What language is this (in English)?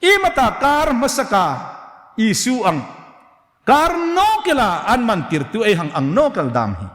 Hmar